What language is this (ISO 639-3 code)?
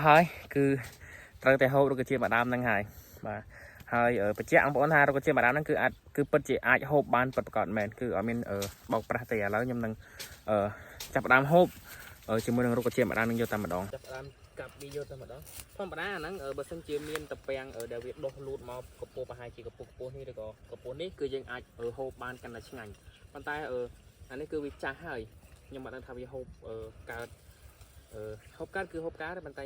khm